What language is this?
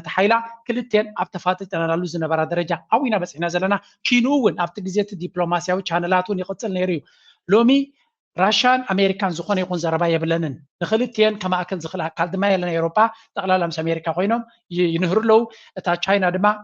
Tigrinya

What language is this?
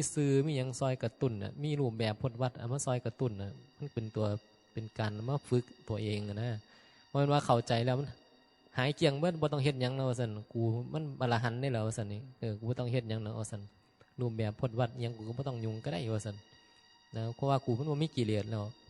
Northeastern Thai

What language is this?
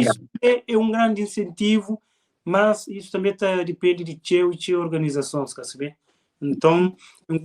Kabuverdianu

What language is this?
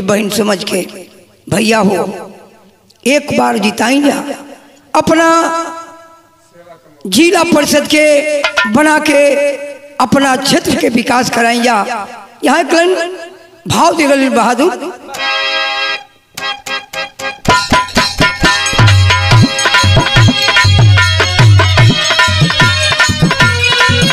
Bhojpuri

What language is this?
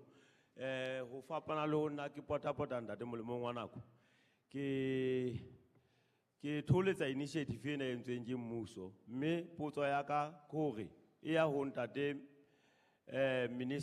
Southern Sotho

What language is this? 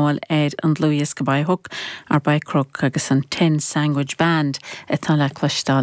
Irish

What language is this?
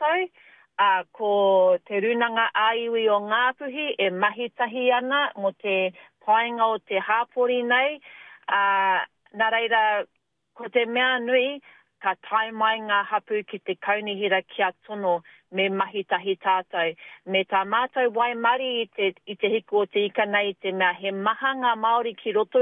Māori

